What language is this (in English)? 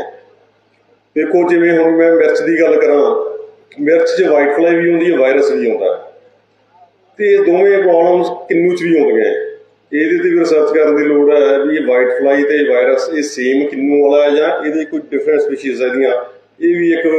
Punjabi